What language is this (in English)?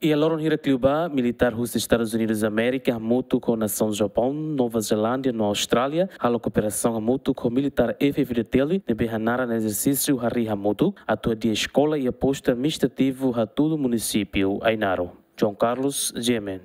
Tetum